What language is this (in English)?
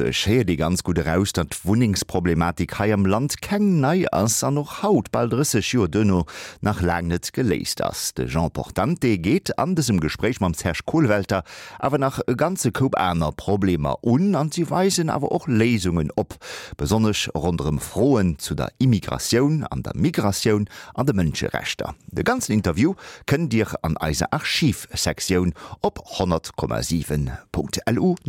Luxembourgish